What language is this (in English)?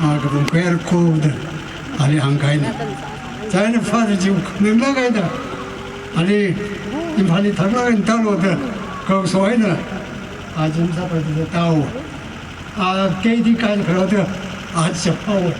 Tangkhul Naga (India)